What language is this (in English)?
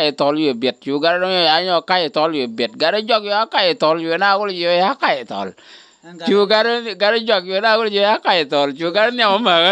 Nuer